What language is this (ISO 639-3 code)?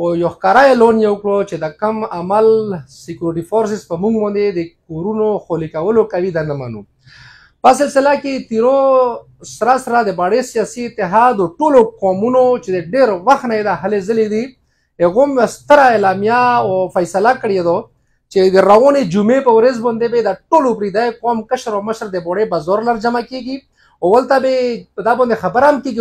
pus